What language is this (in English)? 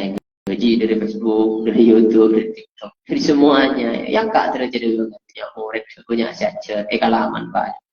Madurese